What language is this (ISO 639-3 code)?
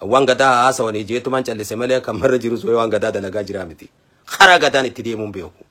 orm